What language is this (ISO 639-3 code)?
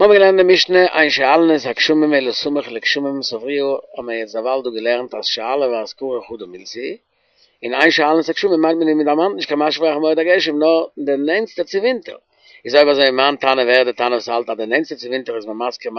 yid